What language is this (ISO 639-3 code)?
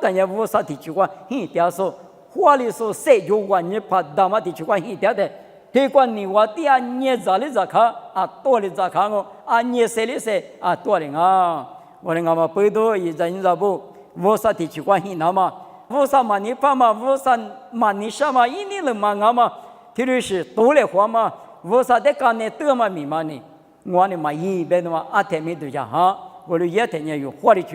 lis